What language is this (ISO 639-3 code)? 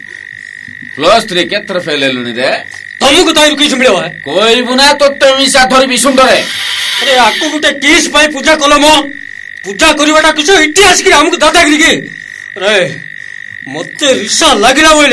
ori